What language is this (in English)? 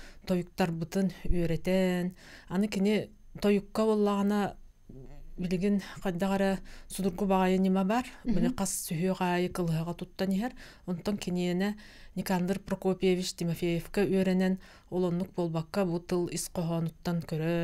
Yakut